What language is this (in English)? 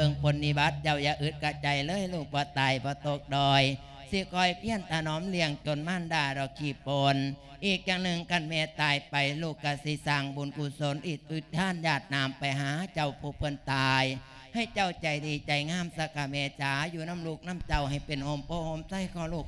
Lao